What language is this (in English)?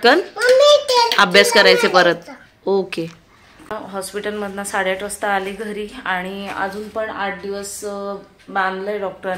Marathi